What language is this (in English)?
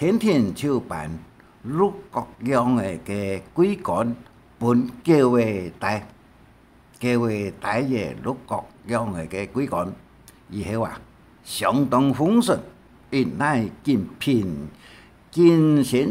Hakka Chinese